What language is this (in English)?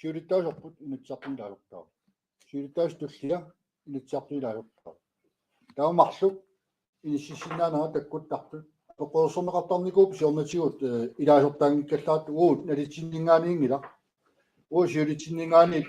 Kalaallisut